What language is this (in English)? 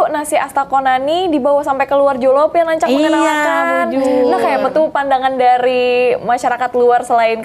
Banjar